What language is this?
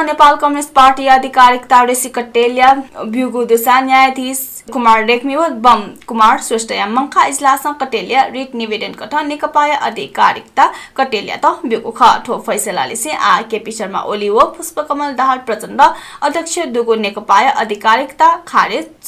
Newari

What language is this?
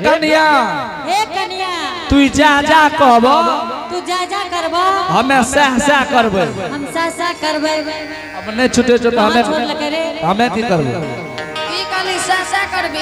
Angika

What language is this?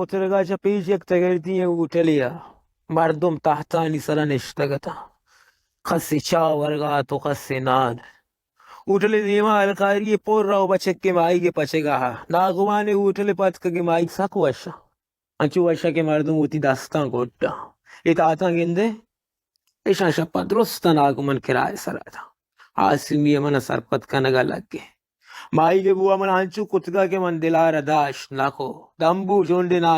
Baluchi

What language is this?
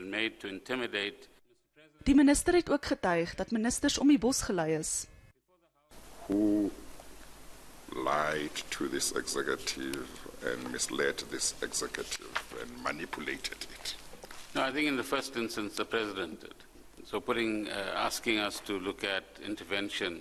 Afrikaans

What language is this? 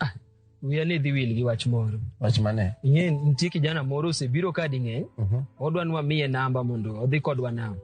Luo (Kenya and Tanzania)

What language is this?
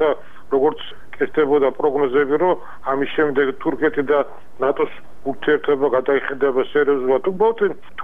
Georgian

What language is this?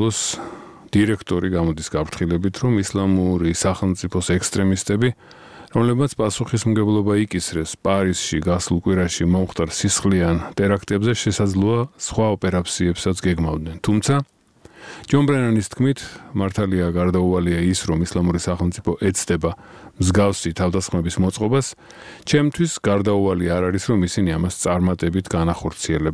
Georgian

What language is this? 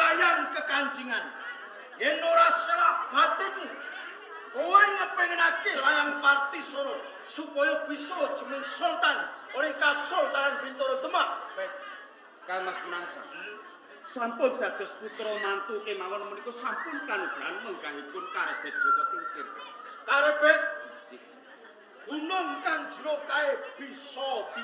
Javanese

